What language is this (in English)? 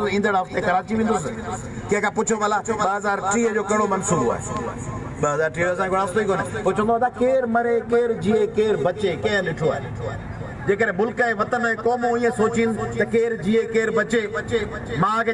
Sindhi